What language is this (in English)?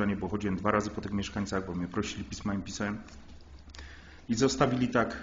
Polish